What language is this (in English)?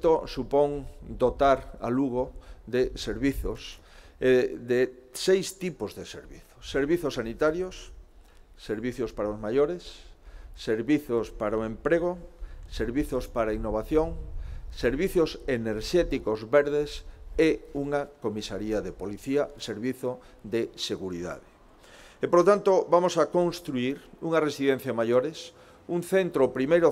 Galician